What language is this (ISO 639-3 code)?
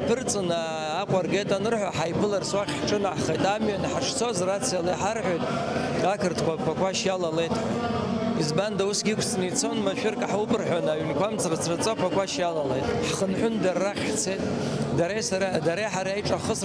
abk